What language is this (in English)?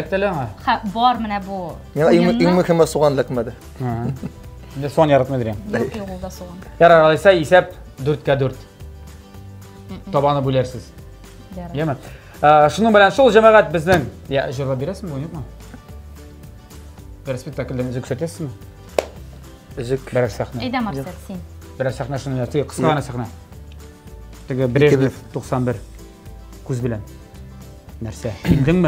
Tatar